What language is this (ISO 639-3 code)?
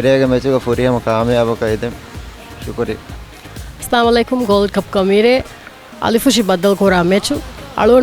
div